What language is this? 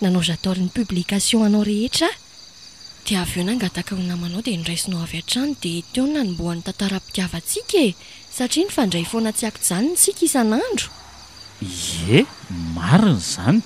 Malagasy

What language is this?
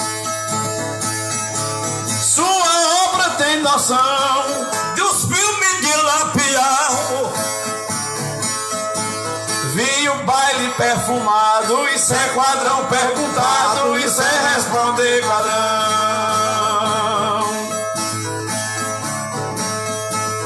Portuguese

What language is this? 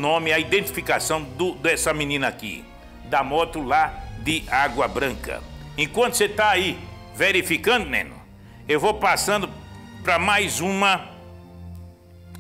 Portuguese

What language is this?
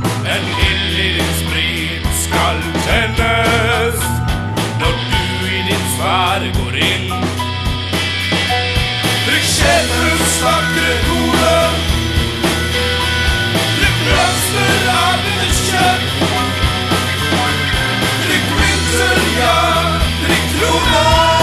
Norwegian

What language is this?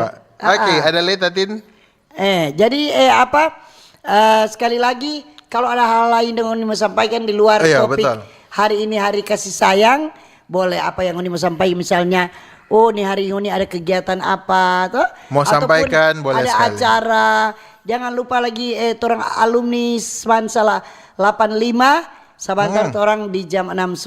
Manado Malay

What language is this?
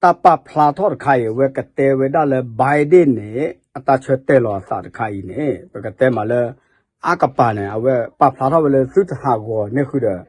S'gaw Karen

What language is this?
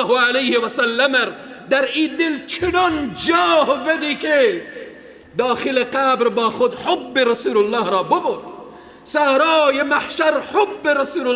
Persian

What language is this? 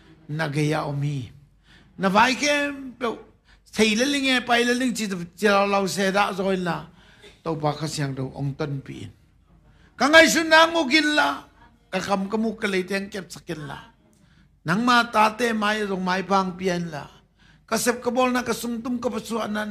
Tedim Chin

